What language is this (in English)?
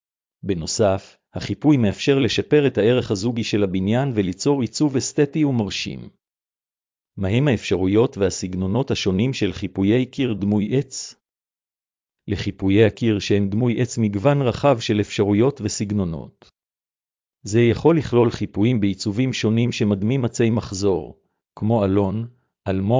Hebrew